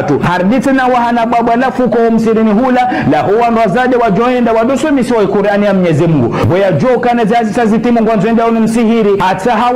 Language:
Ngazidja Comorian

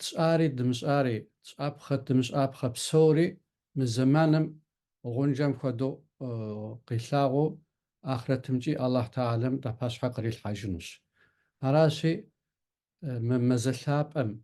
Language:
Kabardian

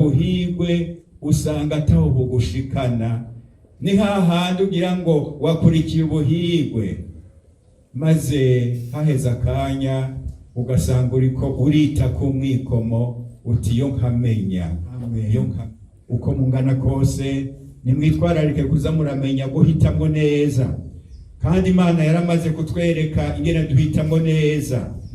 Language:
Rundi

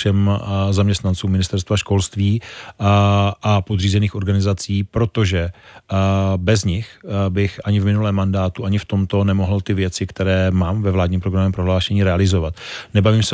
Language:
Czech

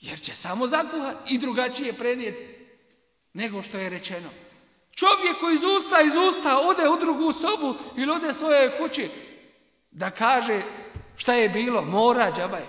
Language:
Bosnian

